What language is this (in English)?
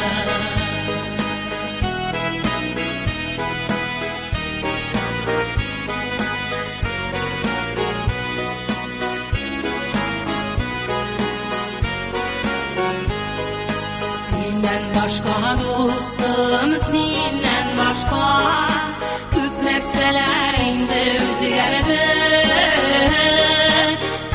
Tatar